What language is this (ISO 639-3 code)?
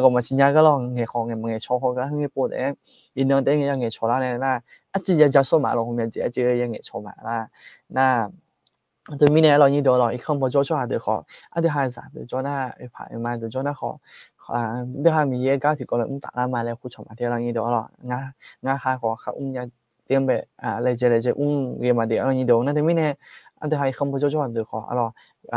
ahk